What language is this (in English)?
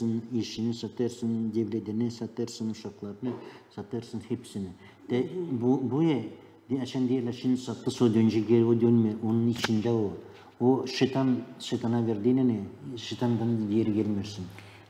Gagauz